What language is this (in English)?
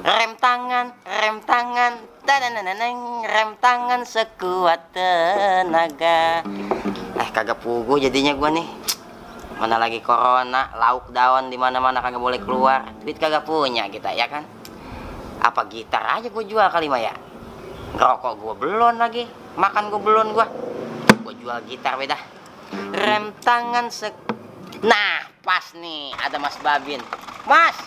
Betawi